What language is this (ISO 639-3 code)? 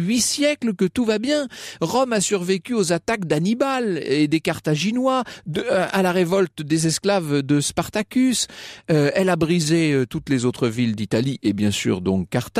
fra